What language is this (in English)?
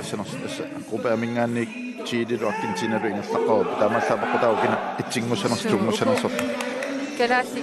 Kalaallisut